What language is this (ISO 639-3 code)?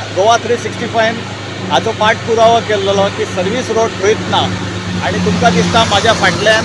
kok